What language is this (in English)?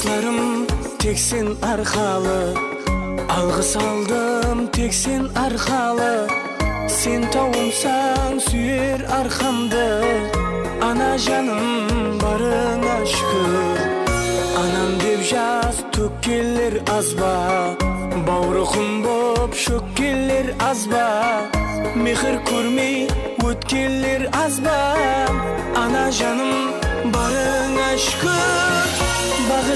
Kazakh